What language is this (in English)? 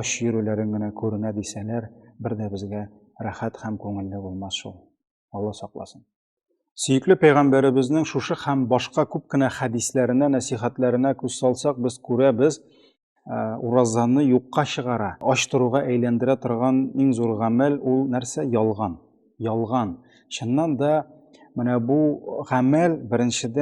Tatar